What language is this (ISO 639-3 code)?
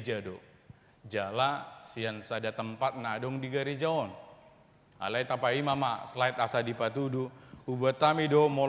bbc